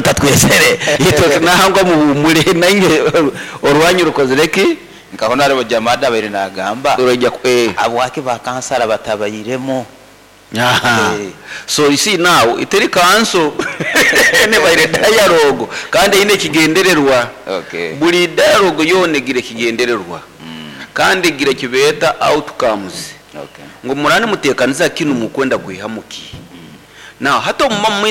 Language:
Nyoro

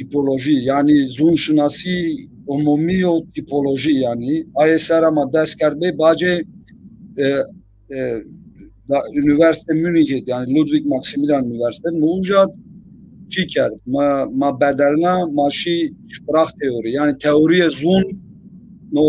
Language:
Zaza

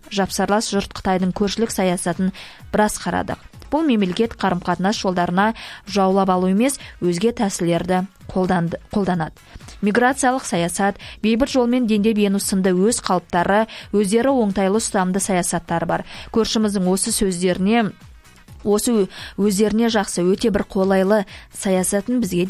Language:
Kazakh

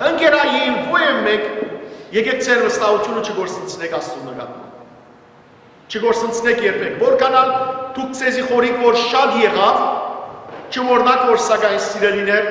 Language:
Western Armenian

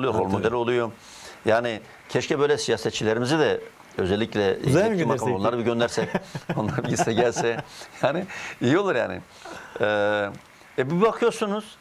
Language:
Turkish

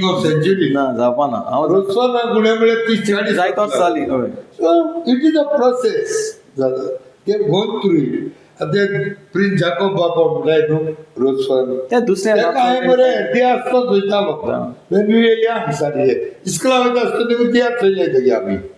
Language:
Konkani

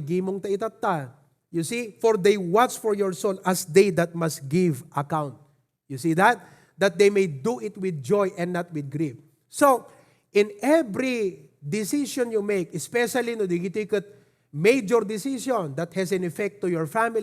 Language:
Iloko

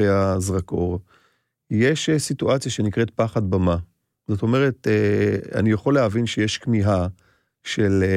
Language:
Hebrew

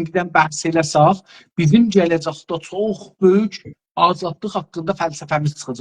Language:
South Azerbaijani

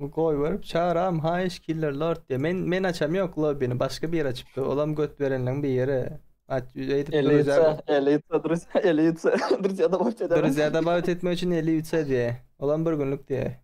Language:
Turkmen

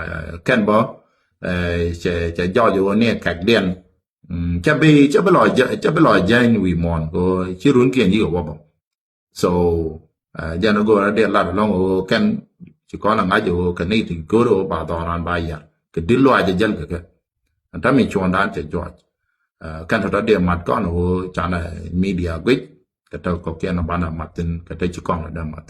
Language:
Nuer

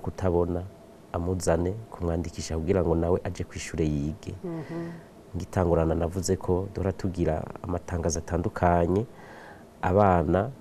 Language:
Rundi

